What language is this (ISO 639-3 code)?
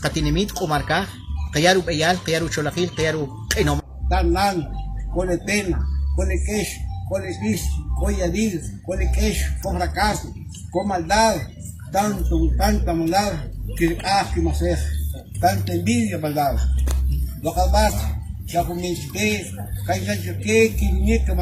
quc